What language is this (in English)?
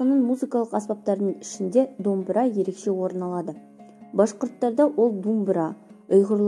Kazakh